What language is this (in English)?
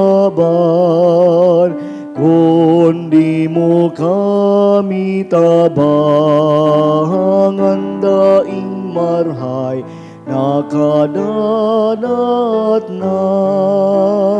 Bikol